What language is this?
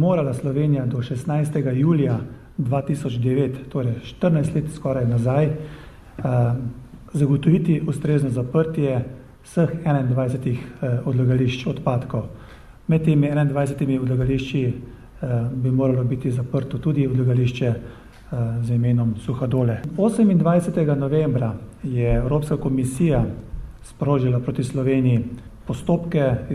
Slovenian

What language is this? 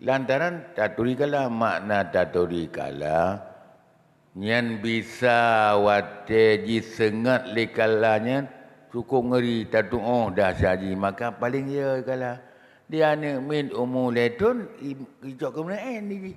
Achinese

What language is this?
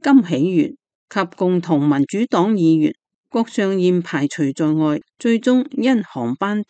Cantonese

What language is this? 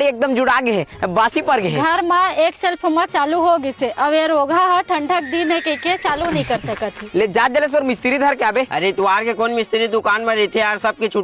Chhattisgarhi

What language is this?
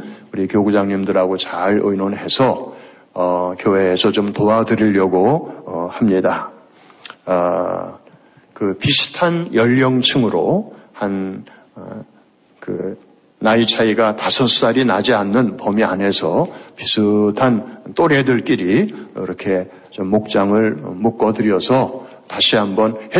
Korean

